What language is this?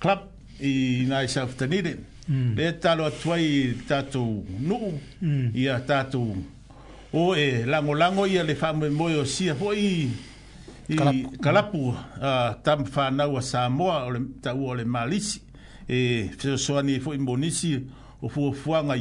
Samoan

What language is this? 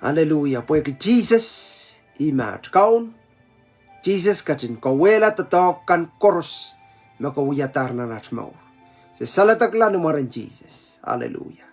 Pohnpeian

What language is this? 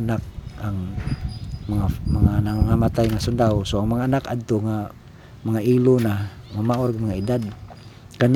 Cebuano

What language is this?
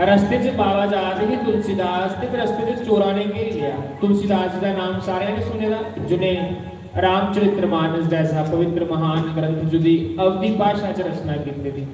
Dogri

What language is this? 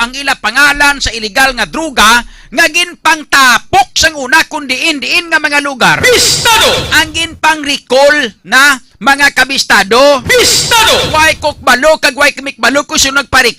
Hiligaynon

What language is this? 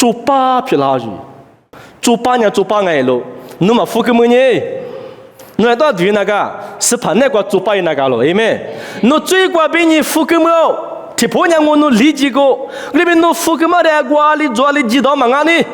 Lisu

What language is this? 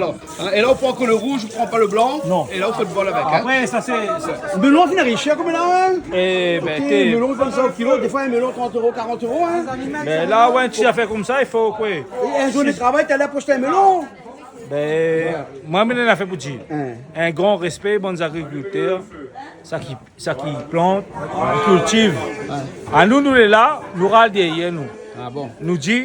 Réunion Creole French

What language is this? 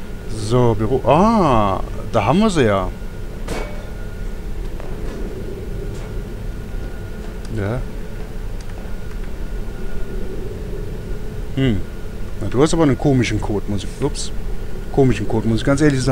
German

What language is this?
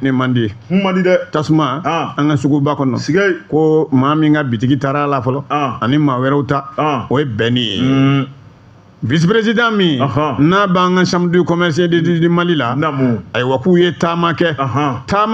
Bambara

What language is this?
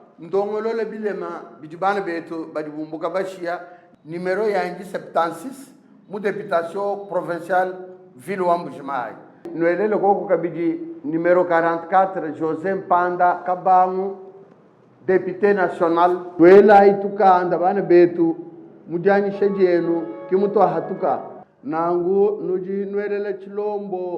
Luba-Lulua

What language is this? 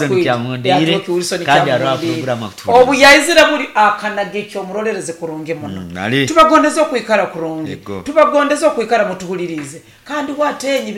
Nyoro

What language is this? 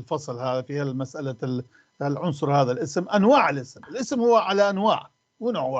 North Levantine Arabic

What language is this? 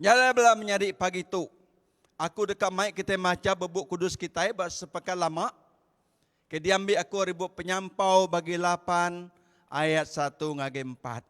Iban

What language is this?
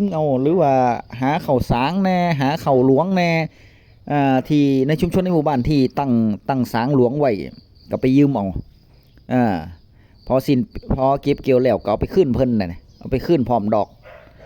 Northeastern Thai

